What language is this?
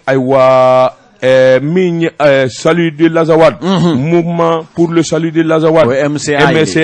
Bambara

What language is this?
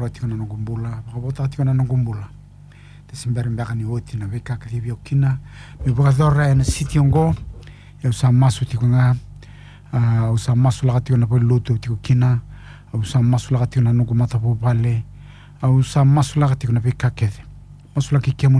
Fijian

